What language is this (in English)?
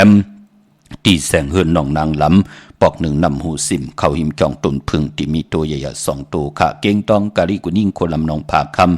Shan